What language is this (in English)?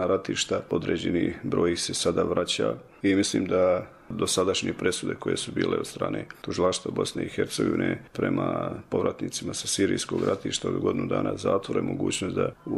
Bosnian